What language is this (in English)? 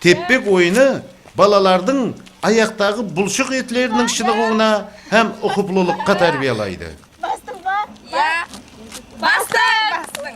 Kara-Kalpak